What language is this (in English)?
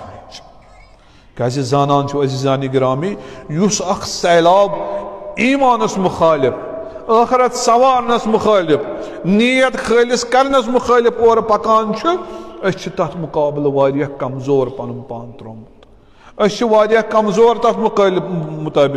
Kashmiri